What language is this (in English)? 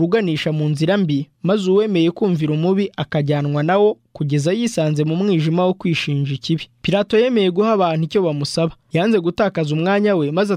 Kinyarwanda